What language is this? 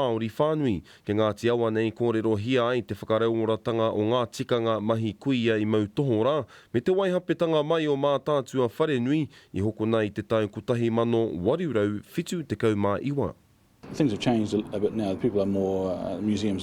Māori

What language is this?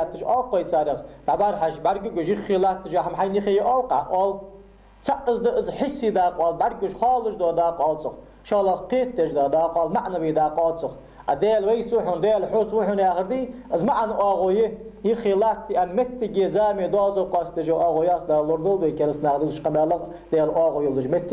Ingush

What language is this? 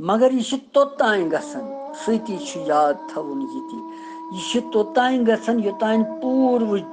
Kashmiri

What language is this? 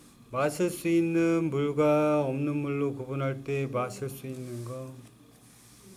Korean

